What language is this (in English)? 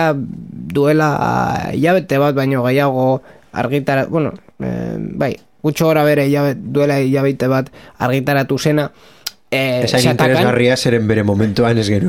Basque